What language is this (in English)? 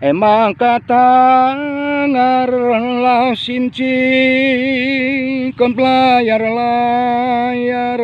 Batak Karo